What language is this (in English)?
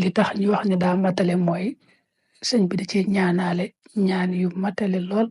Wolof